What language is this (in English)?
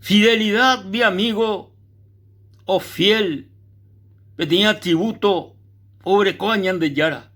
Guarani